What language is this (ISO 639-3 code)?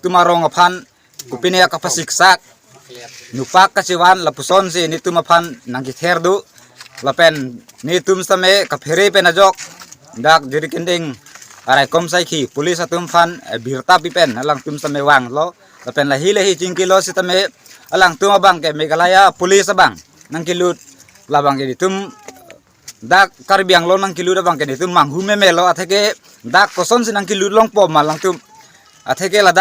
mjw